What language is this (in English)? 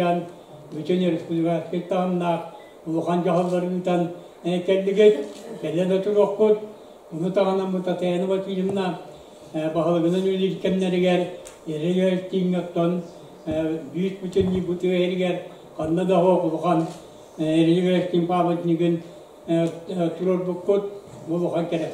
Yakut